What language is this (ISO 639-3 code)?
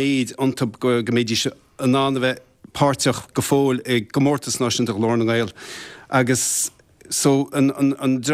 gle